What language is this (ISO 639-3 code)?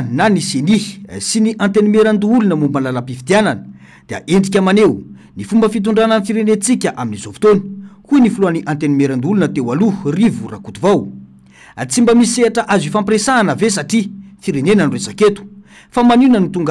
mlg